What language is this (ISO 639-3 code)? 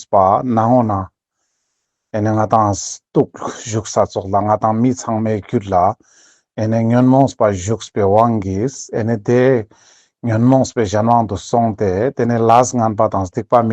lbj